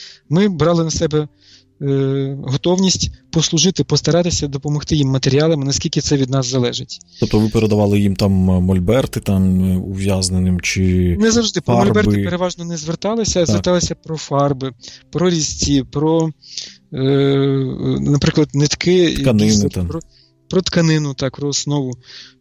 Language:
Ukrainian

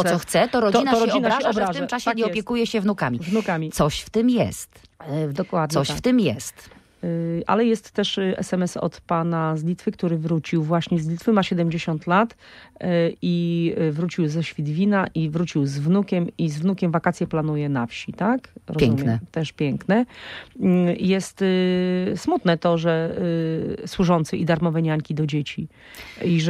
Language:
Polish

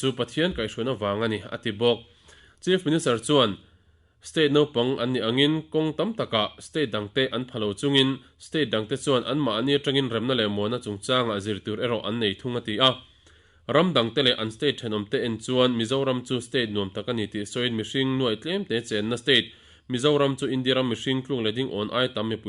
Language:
Mizo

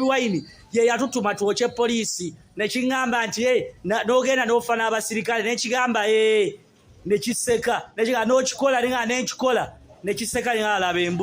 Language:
Ganda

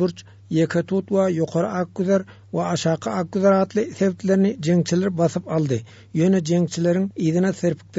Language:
Turkmen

